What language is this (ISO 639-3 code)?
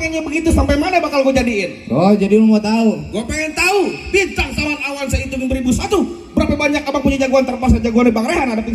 bew